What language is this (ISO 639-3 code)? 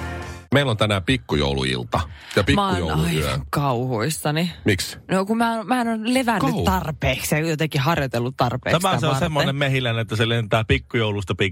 fin